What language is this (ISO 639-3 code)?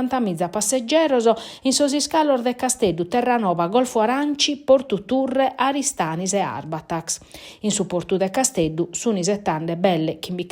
srd